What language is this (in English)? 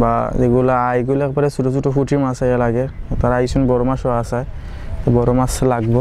Sylheti